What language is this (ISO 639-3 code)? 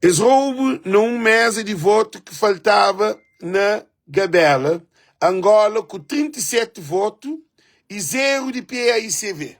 kea